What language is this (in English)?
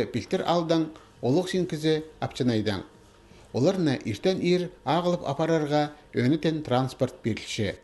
Khakas